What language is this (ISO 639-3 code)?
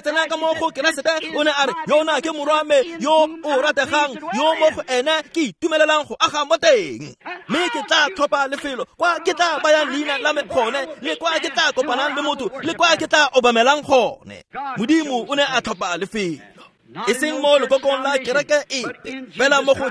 tsn